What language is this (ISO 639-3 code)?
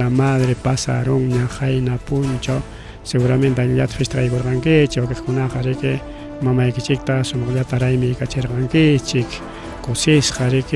quy